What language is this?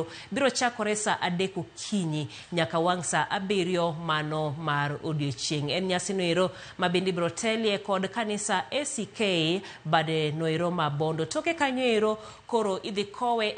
Luo (Kenya and Tanzania)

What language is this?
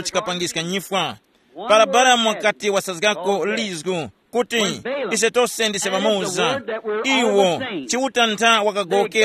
Tumbuka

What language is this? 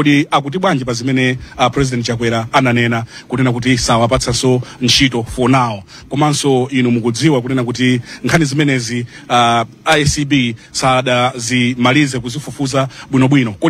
Nyanja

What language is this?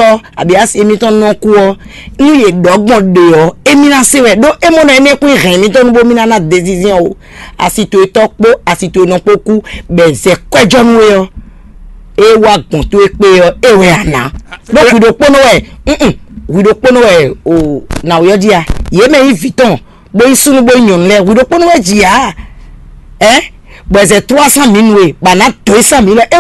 Fon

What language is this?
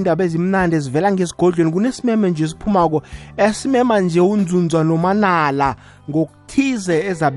South Ndebele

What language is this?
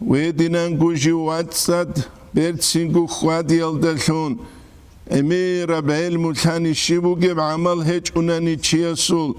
Avaric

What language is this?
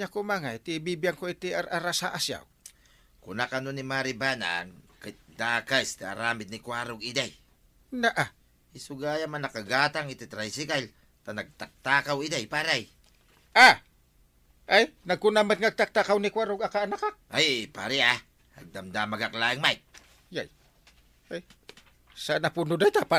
Iloko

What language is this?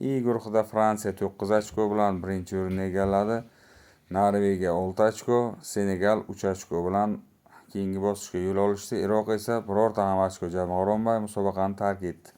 Uzbek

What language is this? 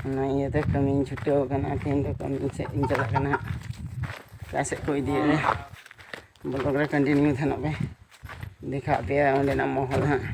Santali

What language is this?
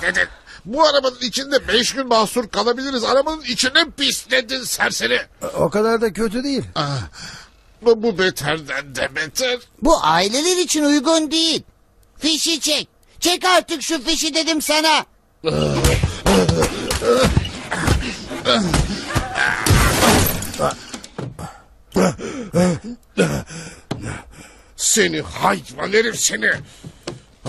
Turkish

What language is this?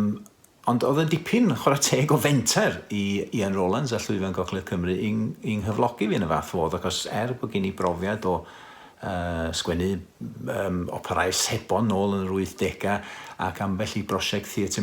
Welsh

